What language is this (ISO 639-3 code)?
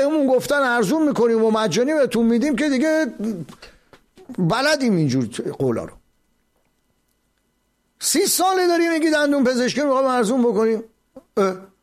fas